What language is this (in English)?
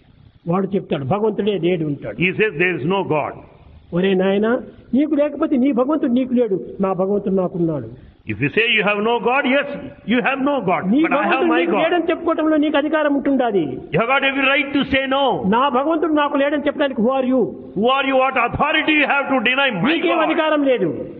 Telugu